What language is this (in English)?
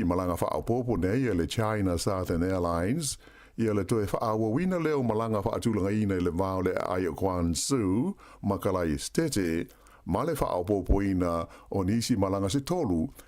Samoan